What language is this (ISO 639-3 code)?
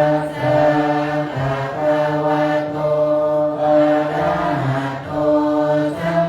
pli